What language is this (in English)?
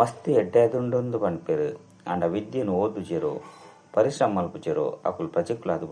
Tulu